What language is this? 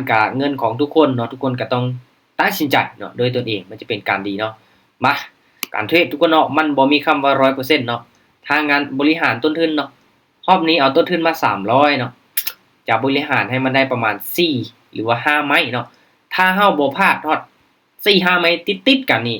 Lao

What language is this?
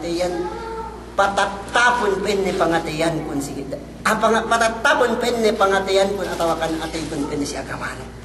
Yakan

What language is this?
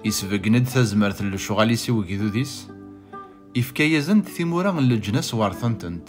Kabyle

